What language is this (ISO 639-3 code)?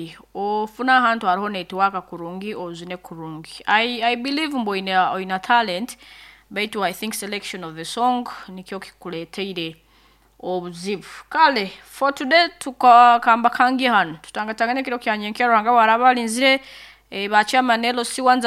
nyn